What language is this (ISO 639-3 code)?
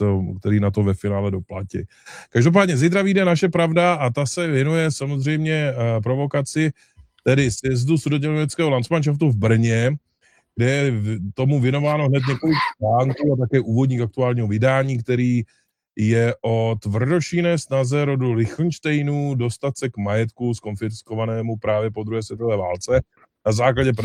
ces